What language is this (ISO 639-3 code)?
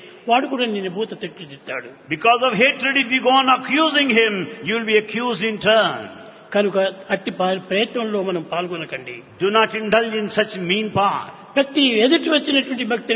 tel